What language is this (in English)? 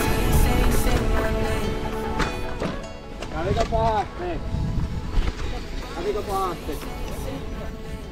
Finnish